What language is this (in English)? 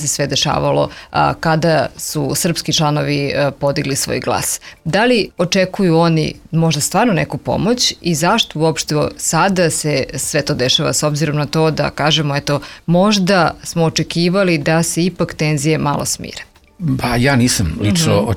Serbian